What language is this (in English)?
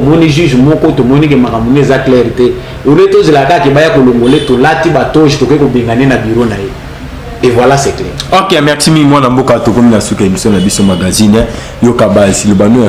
Lingala